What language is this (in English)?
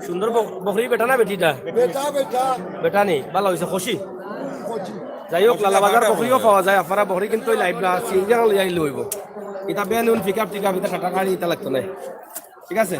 Sylheti